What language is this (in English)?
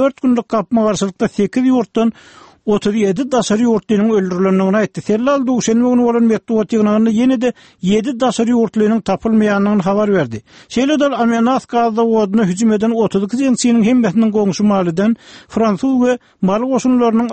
Turkmen